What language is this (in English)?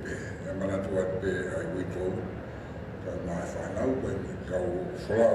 Tongan